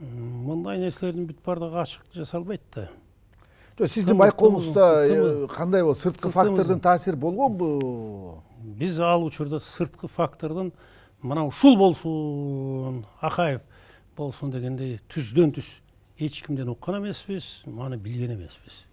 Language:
Kyrgyz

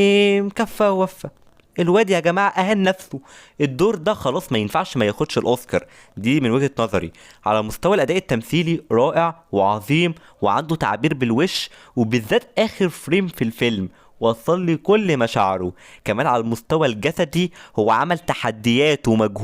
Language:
Egyptian Arabic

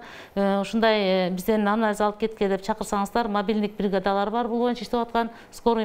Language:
Kyrgyz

